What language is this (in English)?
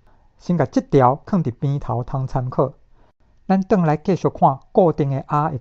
Min Nan Chinese